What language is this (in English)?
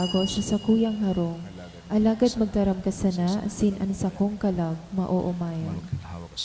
Bikol